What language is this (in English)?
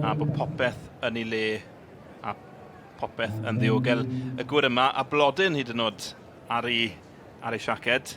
Welsh